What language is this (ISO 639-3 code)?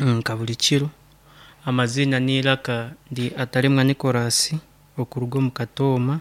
nyn